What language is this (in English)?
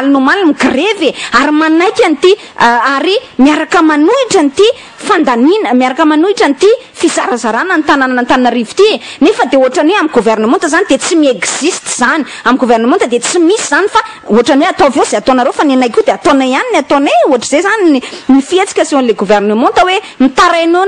Malagasy